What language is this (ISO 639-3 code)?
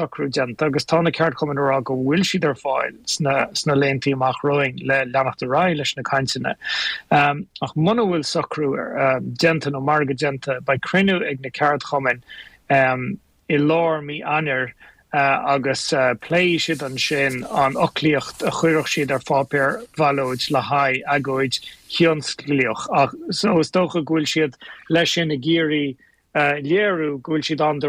gle